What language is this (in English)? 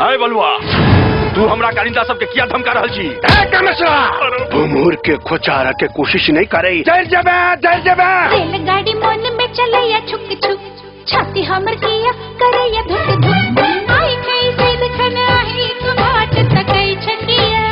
Maithili